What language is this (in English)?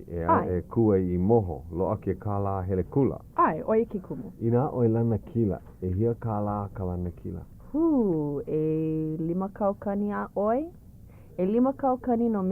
Hawaiian